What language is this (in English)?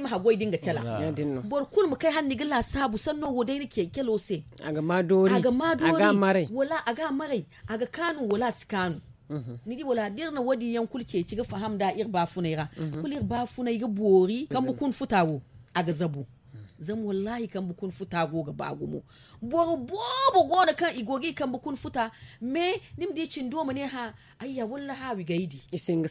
Zarma